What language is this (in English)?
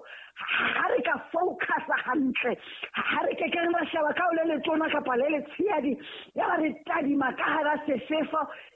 Southern Sotho